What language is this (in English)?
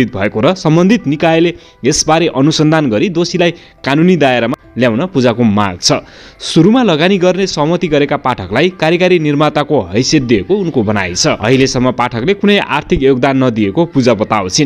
Nepali